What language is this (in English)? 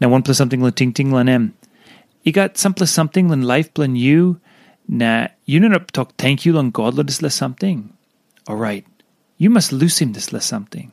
Tok Pisin